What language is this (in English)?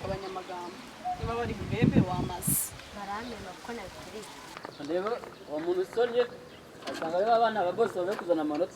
Kinyarwanda